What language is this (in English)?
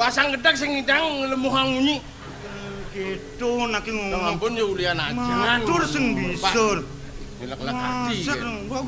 Balinese